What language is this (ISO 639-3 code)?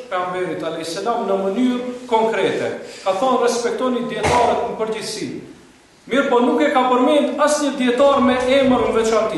sqi